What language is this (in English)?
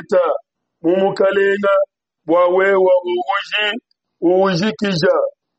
Luba-Lulua